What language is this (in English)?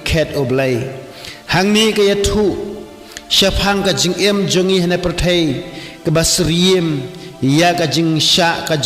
Khasi